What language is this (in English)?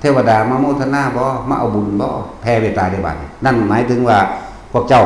Northeastern Thai